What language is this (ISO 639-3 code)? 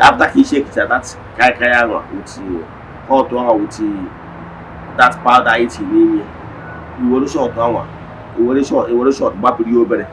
ibo